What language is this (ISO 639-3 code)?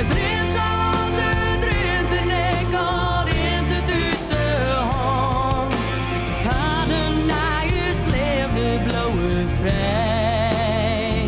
fry